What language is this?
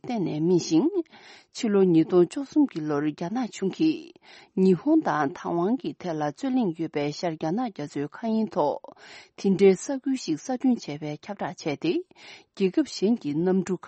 Tibetan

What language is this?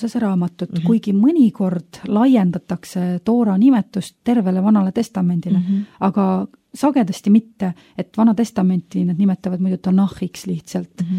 Estonian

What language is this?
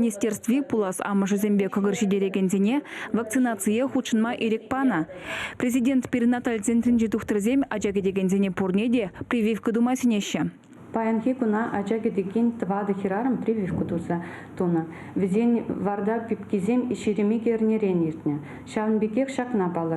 Chuvash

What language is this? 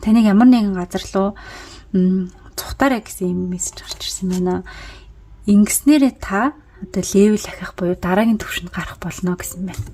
Mongolian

